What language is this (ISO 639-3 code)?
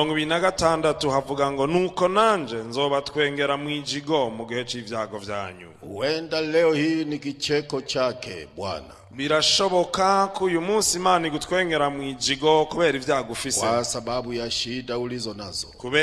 run